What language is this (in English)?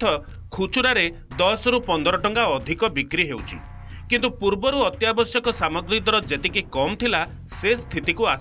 Odia